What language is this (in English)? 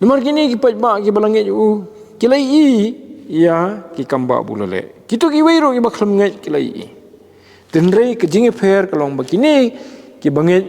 Khasi